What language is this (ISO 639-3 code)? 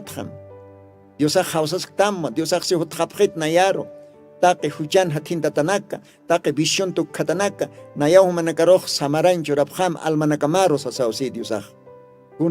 aym